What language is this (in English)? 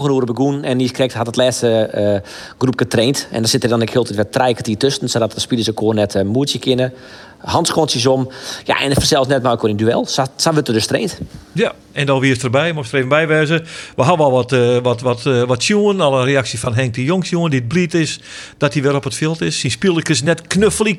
Western Frisian